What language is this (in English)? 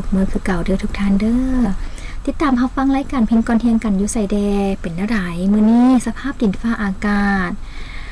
Lao